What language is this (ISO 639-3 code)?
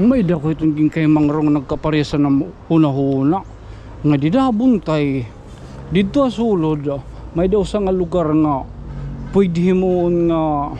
war